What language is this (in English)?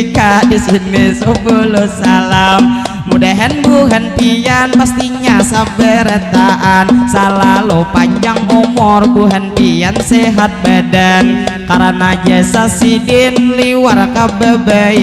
Banjar